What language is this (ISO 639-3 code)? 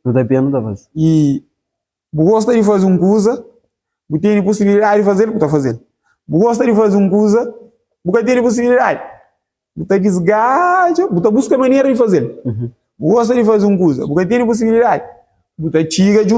kea